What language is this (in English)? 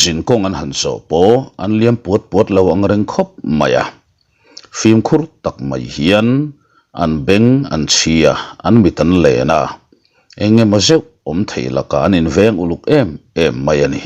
Mizo